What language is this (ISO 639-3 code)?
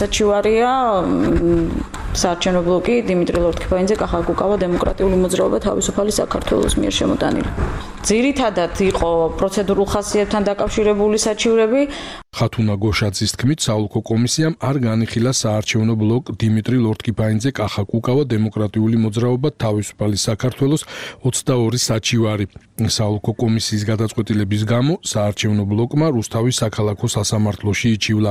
kat